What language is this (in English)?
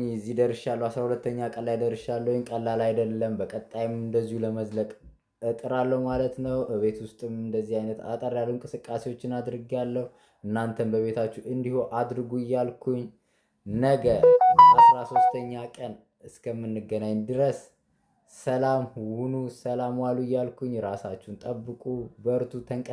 Amharic